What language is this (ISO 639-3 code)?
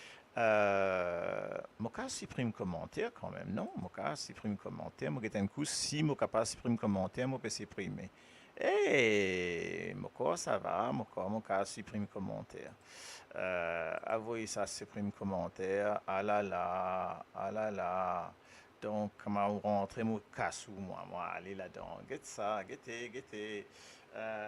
mfe